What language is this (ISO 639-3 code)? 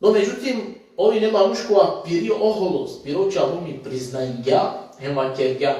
rmn